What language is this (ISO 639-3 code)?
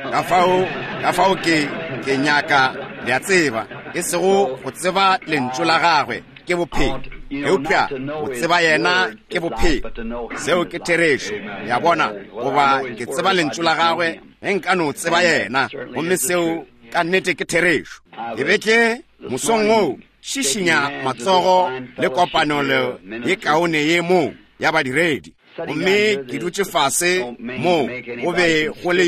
nso